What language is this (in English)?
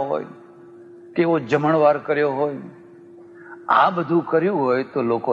Gujarati